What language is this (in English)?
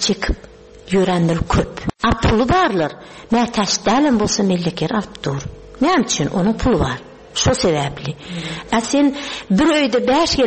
Turkmen